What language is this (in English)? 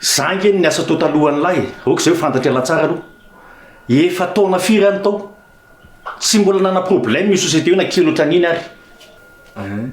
Malagasy